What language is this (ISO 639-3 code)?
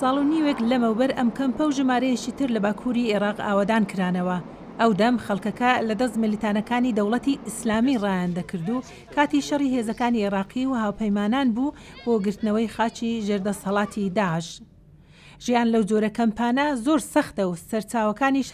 ckb